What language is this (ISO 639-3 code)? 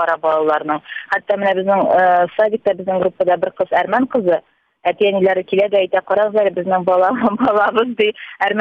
tat